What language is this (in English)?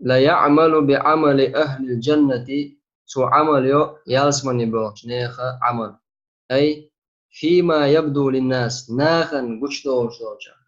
Chechen